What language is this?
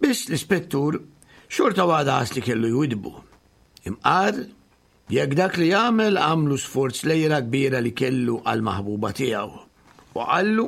Maltese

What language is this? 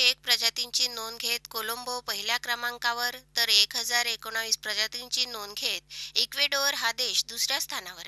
Marathi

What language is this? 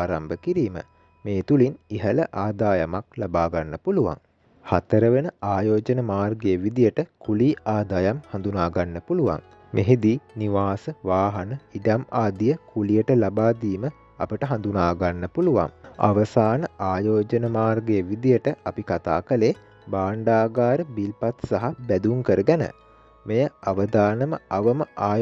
Sinhala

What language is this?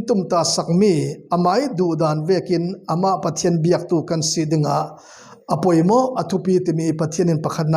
Falam Chin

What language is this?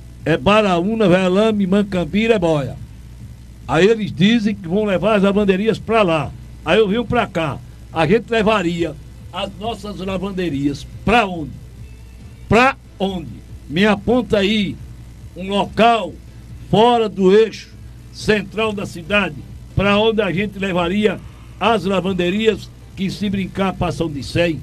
Portuguese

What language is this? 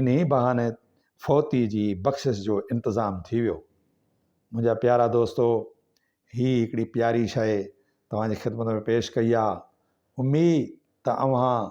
Sindhi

